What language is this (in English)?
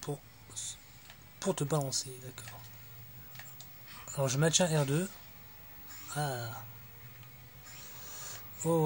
French